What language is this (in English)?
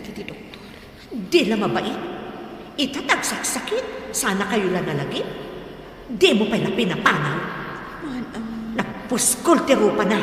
Iloko